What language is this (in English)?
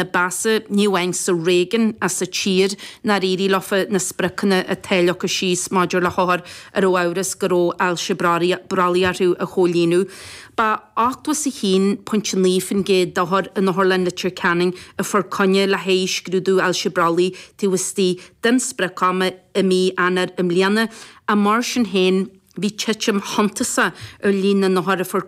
Irish